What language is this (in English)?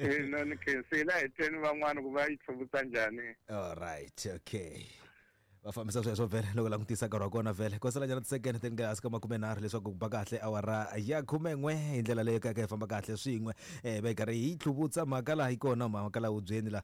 Tsonga